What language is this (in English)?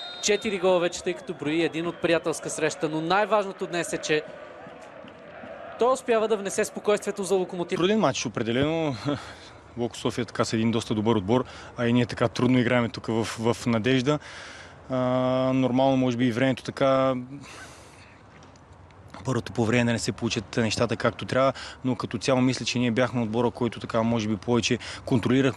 Bulgarian